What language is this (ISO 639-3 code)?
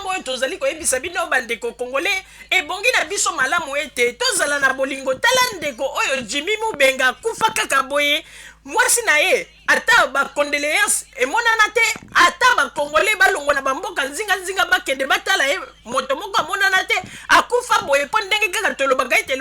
lin